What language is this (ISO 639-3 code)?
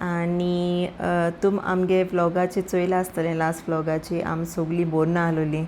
kok